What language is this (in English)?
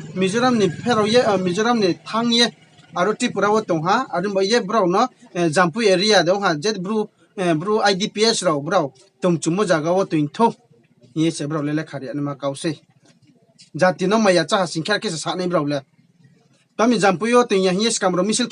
Riang (India)